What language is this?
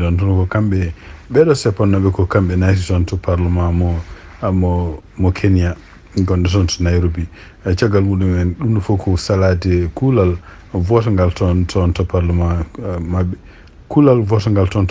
Fula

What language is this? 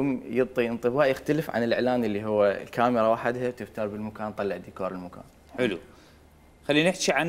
Mesopotamian Arabic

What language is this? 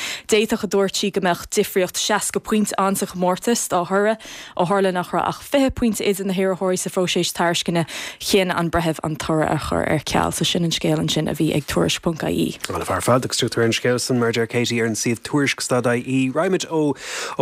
Irish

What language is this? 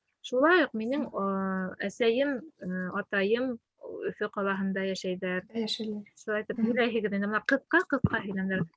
Bashkir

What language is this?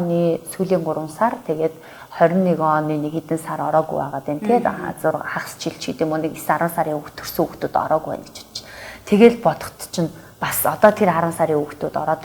Mongolian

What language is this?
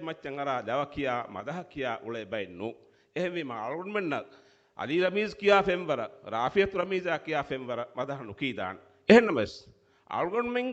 Divehi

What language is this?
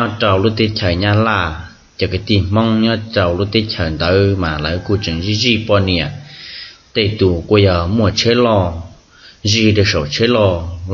Hmong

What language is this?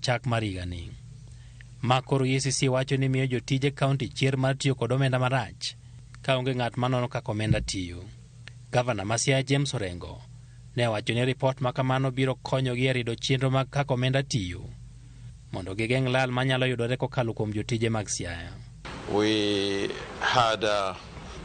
Luo (Kenya and Tanzania)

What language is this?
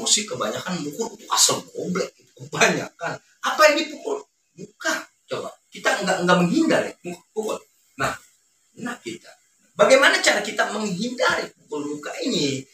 Betawi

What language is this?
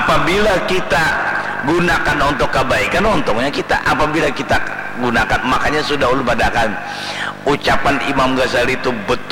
Banjar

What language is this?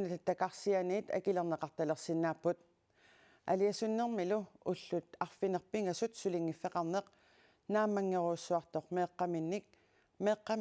Kalaallisut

